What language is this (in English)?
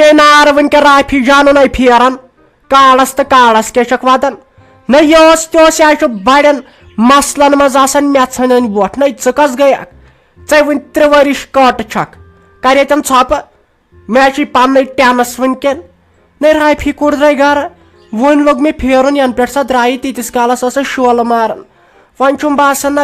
Kashmiri